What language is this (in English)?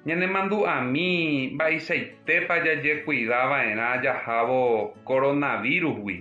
Guarani